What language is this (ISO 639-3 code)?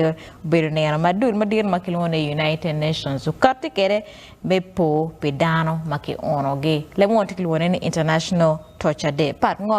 ach